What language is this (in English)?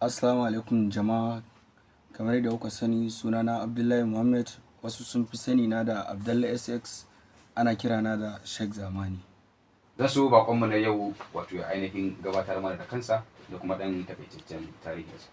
Hausa